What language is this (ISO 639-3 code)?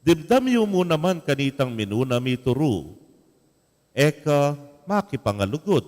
pam